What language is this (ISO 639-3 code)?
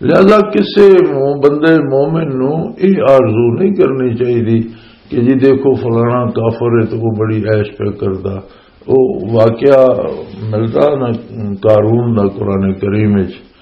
lah